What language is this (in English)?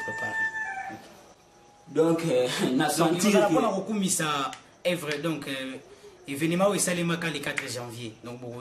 Lingala